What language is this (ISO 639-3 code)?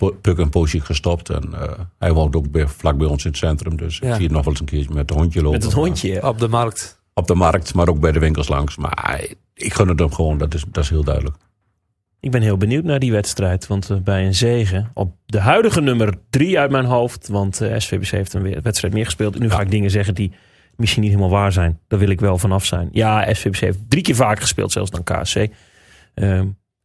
nld